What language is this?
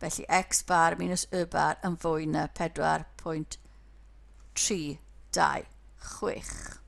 Welsh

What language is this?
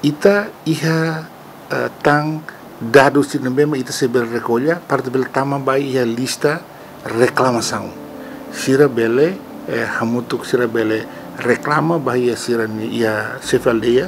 Tetum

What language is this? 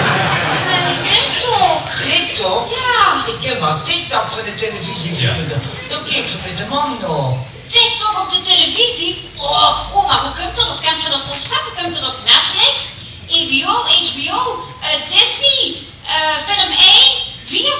Limburgish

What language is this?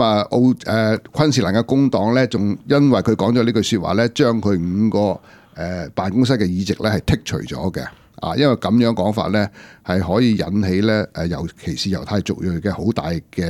Cantonese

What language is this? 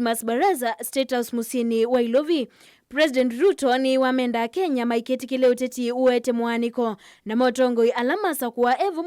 Kamba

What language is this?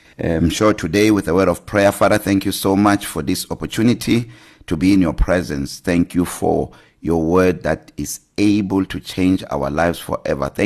English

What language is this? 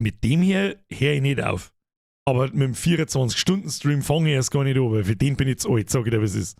Bavarian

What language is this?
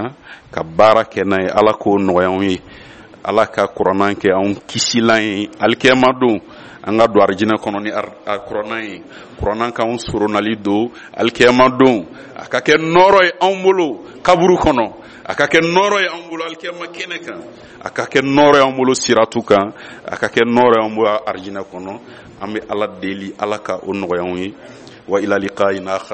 Bambara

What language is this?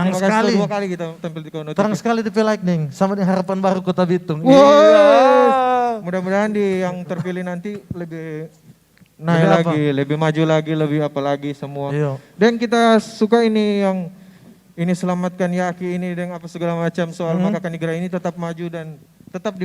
Manado Malay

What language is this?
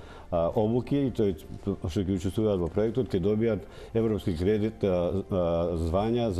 Macedonian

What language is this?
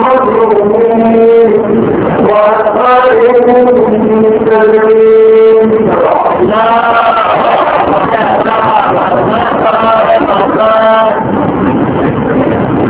Urdu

